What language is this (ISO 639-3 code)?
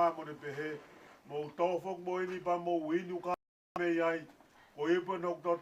ton